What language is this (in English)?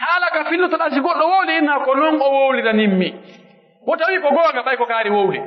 Pular